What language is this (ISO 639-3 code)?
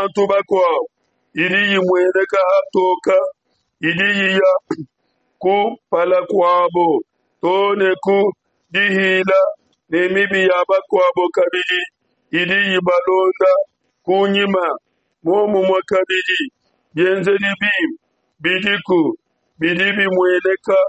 lua